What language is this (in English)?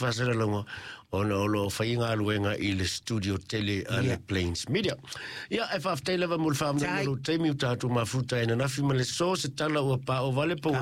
Samoan